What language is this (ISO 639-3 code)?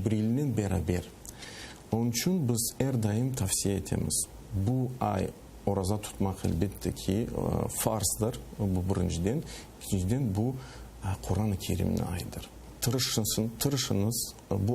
crh